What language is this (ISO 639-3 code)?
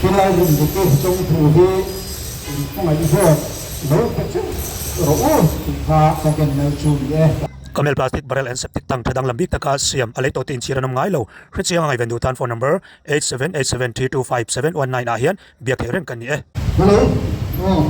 lus